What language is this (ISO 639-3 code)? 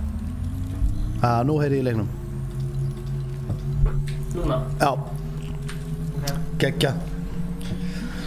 isl